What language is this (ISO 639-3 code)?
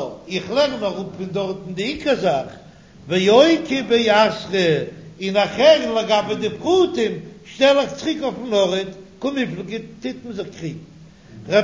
yid